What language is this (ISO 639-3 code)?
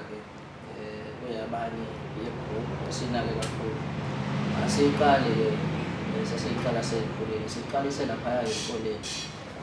zul